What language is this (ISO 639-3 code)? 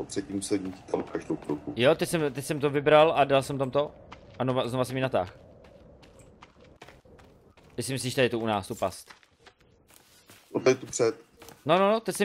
ces